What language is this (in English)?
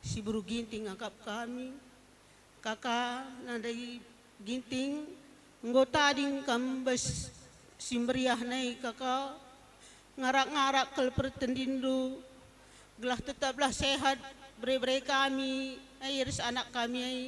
Batak Karo